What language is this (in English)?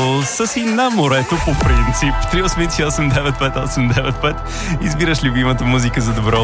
Bulgarian